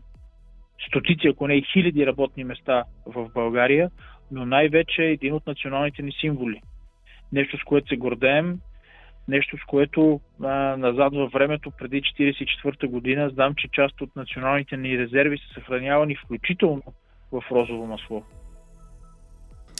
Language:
Bulgarian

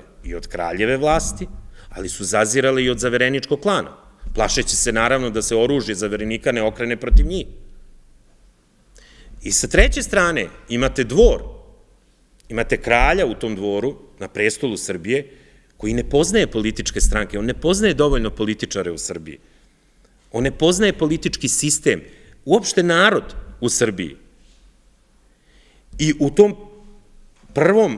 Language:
Serbian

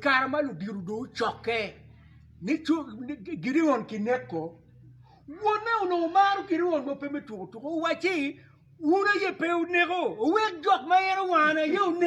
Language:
Acoli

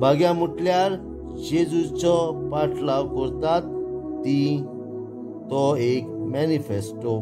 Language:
Konkani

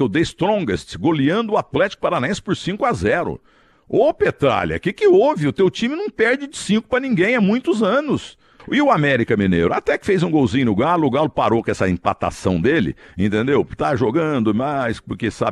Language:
Portuguese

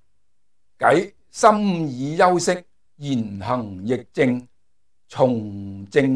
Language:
Cantonese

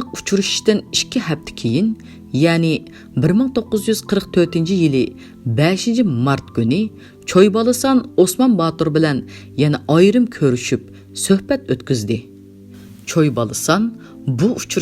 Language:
Uyghur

